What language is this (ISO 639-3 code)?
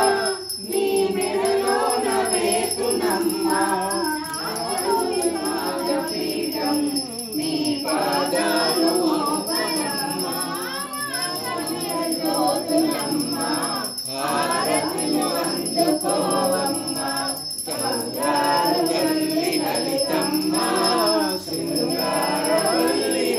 tel